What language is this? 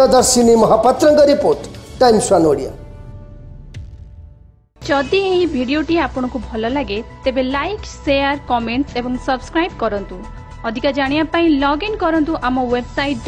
Odia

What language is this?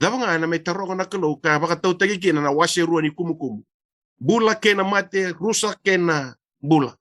Fijian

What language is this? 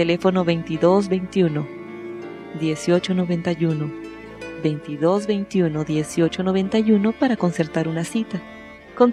Spanish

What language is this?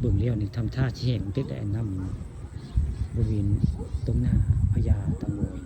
Northeastern Thai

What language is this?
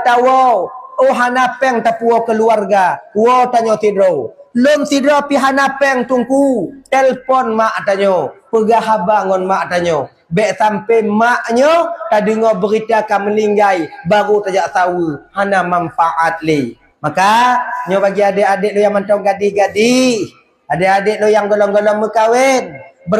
Achinese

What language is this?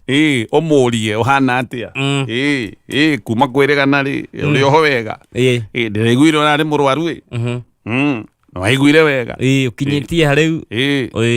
Kikuyu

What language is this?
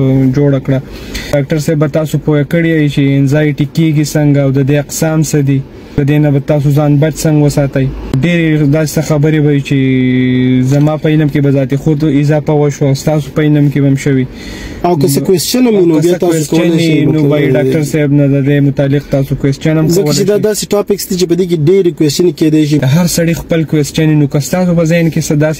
Pashto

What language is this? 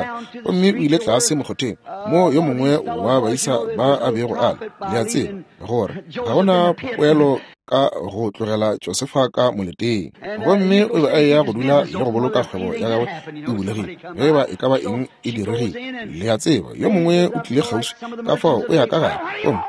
Northern Sotho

